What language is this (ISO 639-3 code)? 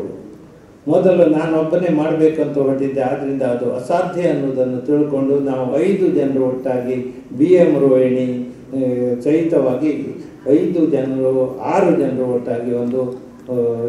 kan